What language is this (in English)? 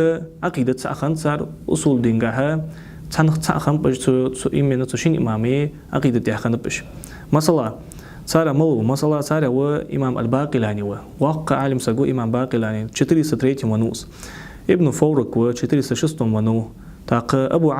Ingush